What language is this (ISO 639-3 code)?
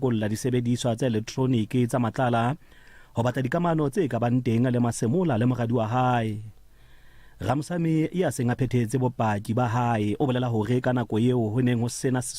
sot